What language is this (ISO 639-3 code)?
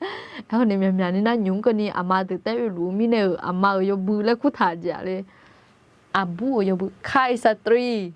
ahk